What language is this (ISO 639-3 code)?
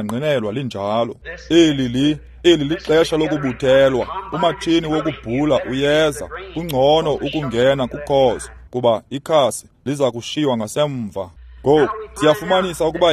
xho